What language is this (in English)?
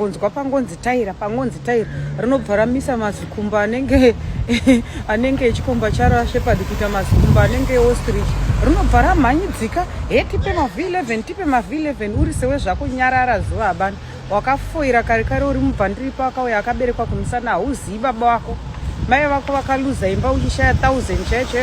Shona